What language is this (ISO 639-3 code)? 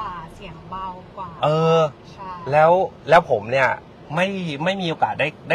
tha